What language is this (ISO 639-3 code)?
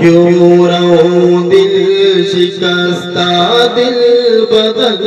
bgp